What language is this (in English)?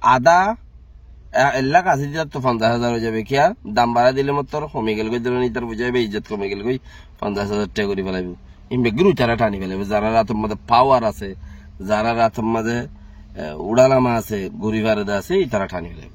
Rohingya